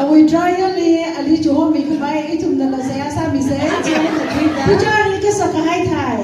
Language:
Tangkhul Naga (India)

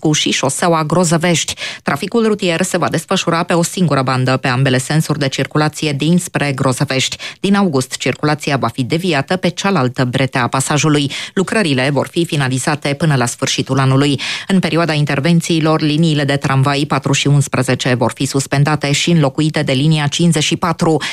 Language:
Romanian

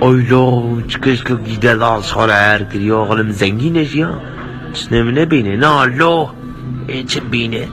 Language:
Kurdish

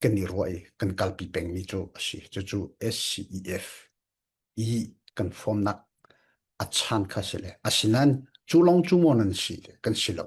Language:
Falam Chin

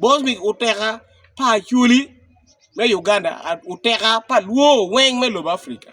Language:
Acoli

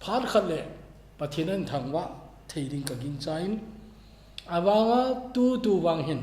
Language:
Thado Chin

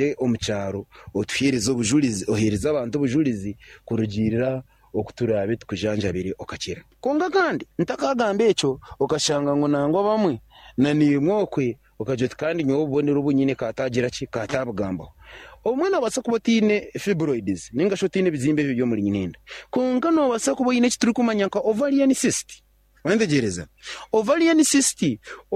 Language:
Nyankole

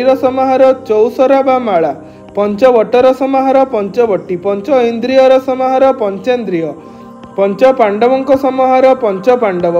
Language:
Odia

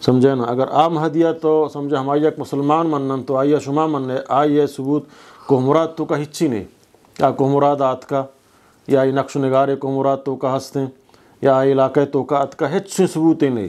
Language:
Eastern Balochi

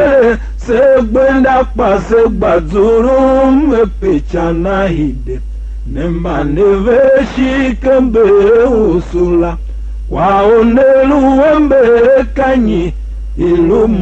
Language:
Tiv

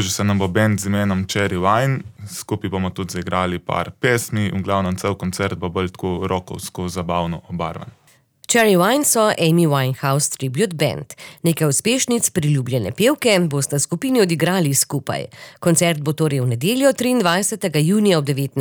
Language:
Slovenian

